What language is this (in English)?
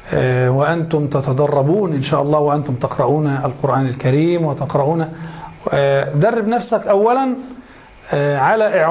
Arabic